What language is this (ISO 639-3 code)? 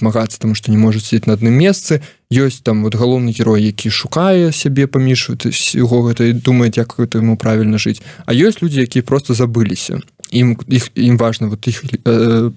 bel